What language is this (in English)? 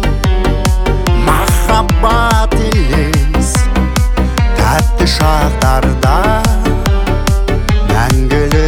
Kazakh